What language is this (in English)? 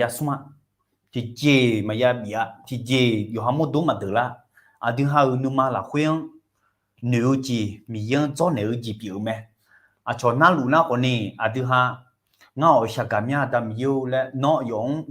Akha